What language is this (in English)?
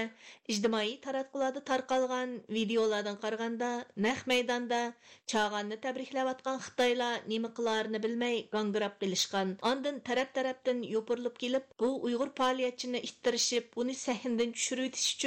Uyghur